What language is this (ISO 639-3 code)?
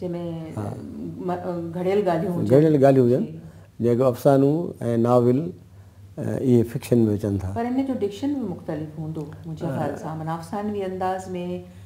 snd